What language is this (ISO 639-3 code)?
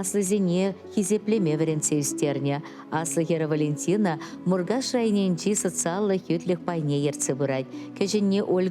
chv